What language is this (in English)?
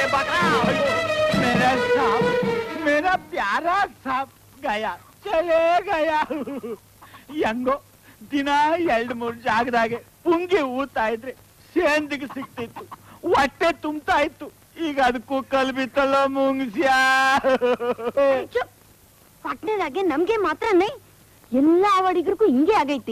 Kannada